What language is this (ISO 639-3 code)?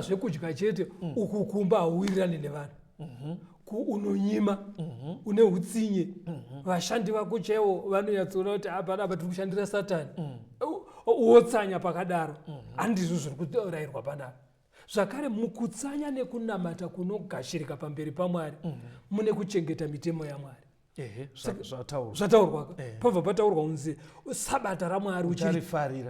sna